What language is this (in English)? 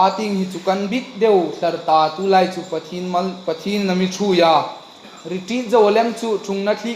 Hmar